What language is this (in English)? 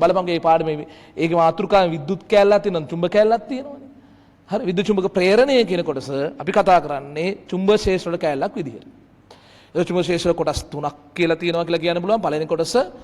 Sinhala